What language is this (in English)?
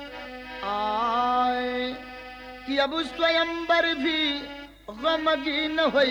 Bhojpuri